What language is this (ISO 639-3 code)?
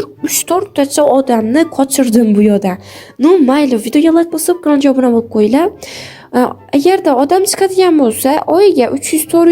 uzb